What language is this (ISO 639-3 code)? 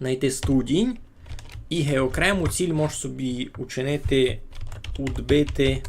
rue